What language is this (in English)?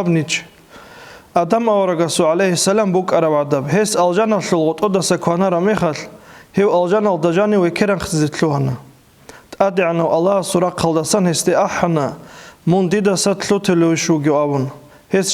Avaric